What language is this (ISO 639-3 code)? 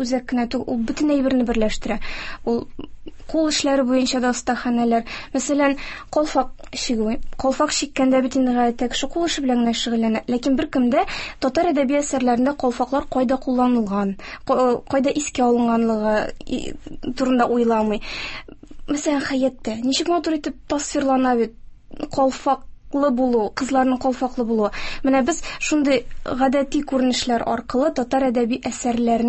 tat